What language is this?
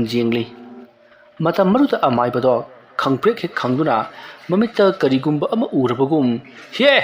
Manipuri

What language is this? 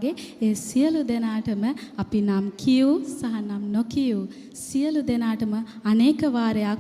Sinhala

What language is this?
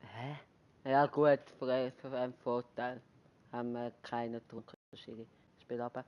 Swiss German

